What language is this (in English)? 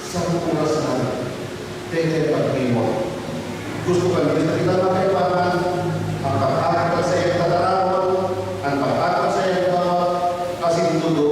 Bikol